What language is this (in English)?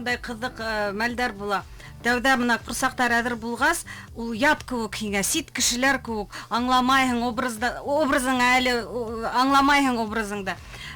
Bashkir